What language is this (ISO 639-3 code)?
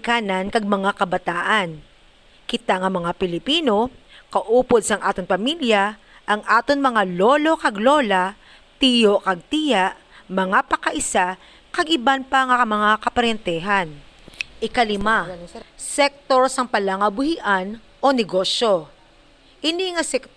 hil